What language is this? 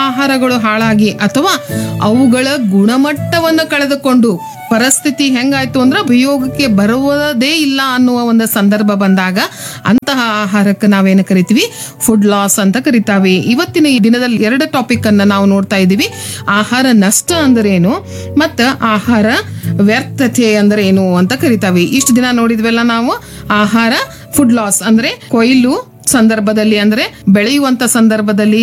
Kannada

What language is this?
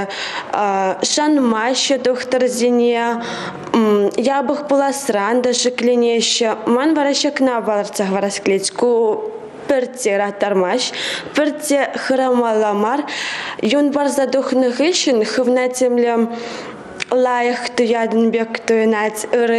Chuvash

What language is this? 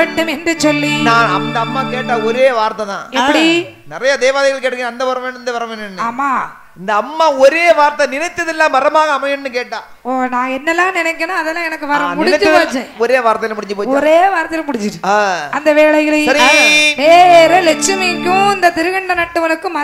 Tamil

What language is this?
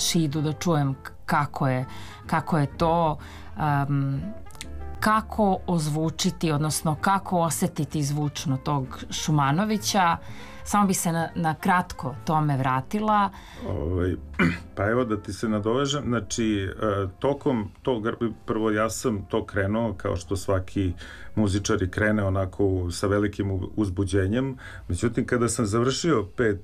Serbian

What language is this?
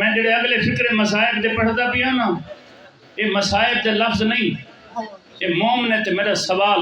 Saraiki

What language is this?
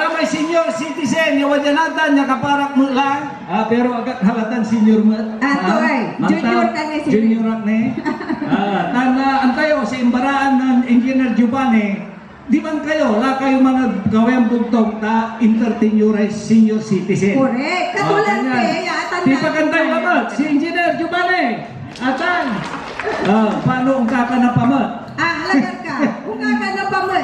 Pangasinan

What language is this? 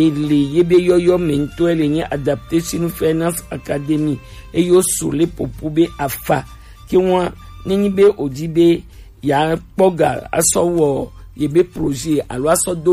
Gen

